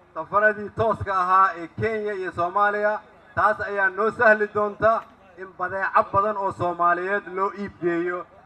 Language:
Somali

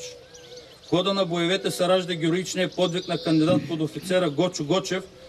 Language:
Bulgarian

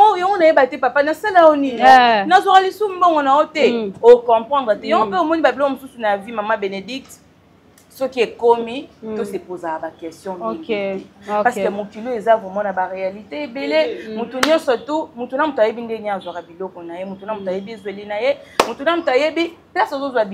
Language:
Lingala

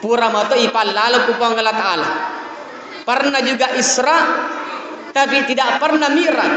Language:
Buginese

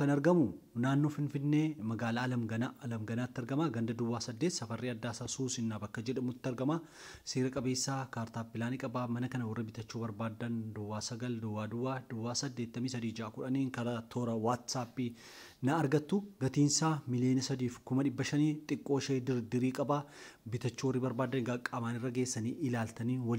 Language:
Oromo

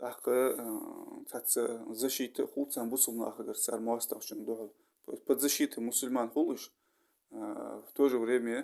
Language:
Ingush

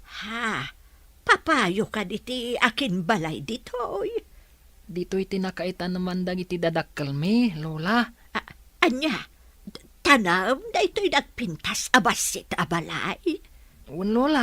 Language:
Iloko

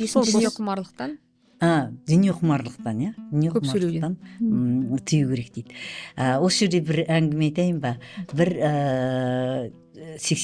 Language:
Kazakh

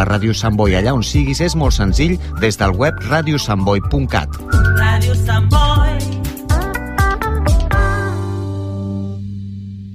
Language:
Catalan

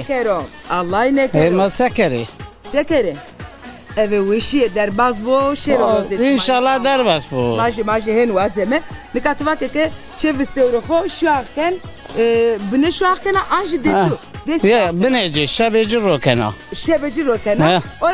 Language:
Zaza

